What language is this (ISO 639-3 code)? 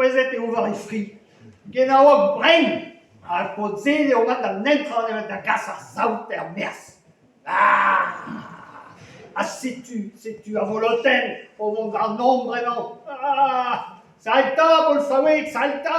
bre